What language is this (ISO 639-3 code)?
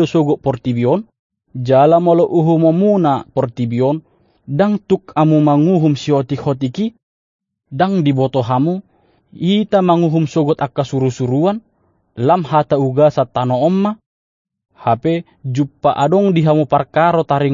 bbc